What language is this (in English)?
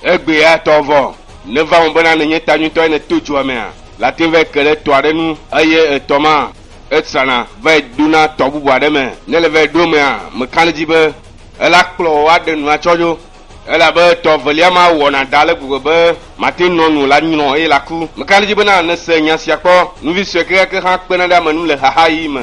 Ewe